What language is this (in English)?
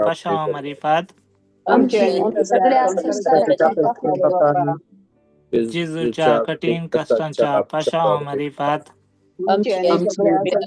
Konkani